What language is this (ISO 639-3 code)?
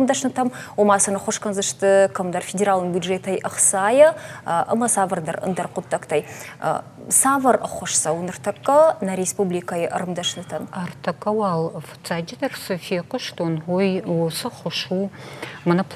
oss